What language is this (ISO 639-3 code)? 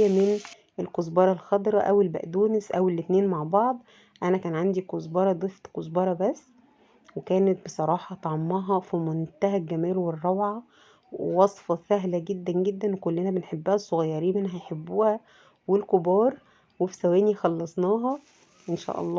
arz